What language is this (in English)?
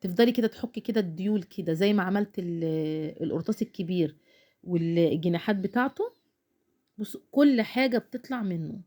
Egyptian Arabic